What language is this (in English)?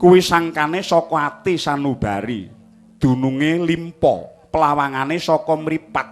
Javanese